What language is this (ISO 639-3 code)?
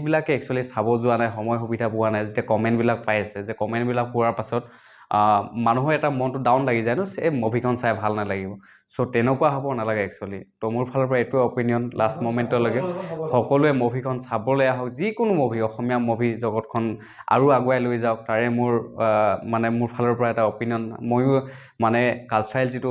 asm